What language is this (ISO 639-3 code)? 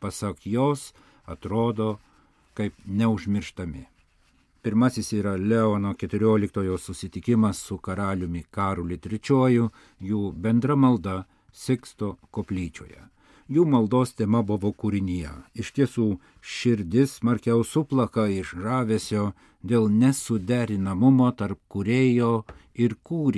lit